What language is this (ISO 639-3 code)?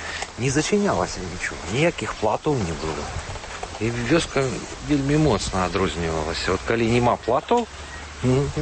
bel